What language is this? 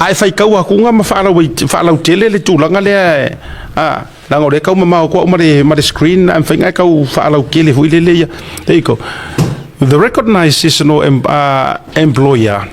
Samoan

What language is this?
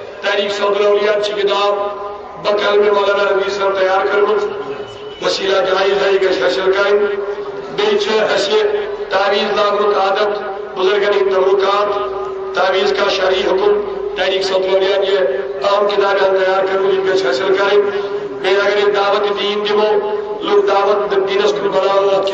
Kashmiri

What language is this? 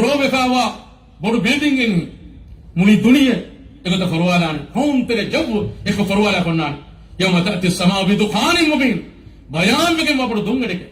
Divehi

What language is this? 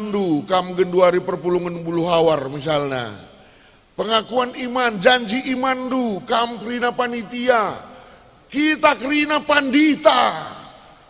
Batak Karo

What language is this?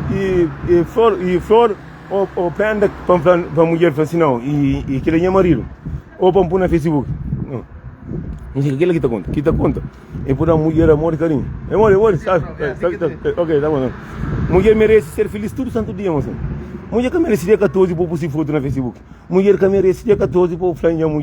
Kabuverdianu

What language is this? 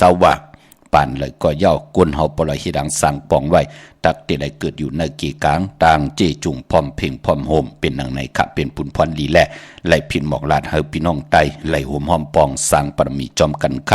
Shan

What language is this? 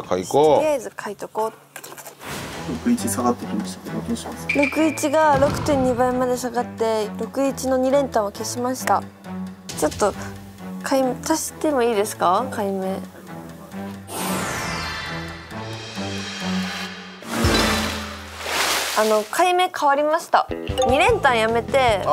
Japanese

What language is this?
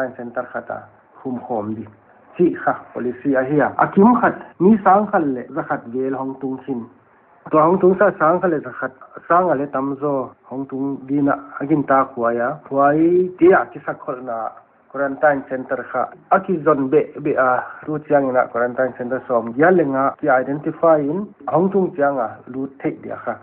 Paite Chin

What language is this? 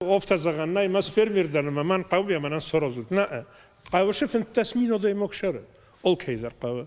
Ossetic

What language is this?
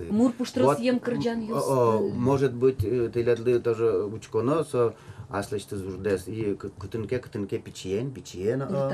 Udmurt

